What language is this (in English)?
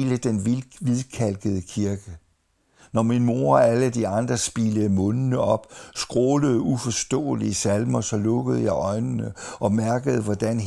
Danish